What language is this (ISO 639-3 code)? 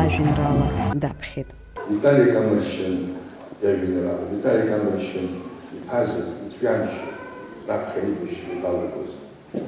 abk